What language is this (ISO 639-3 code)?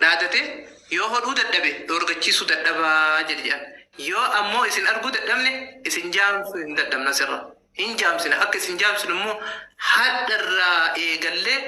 orm